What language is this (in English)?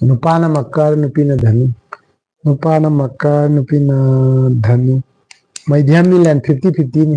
Manipuri